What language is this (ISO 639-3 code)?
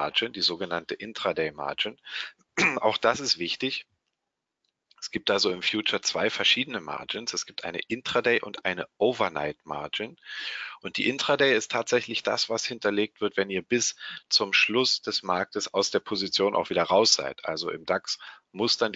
deu